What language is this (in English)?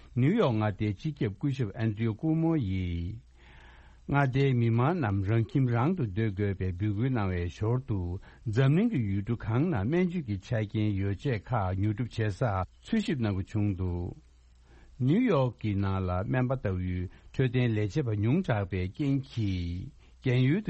Tibetan